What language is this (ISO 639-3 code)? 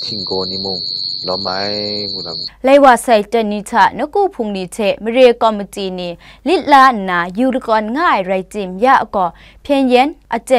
kac